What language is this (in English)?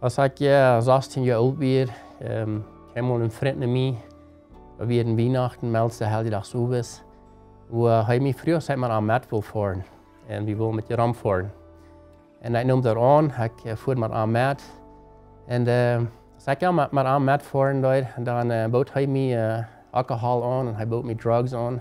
Plautdietsch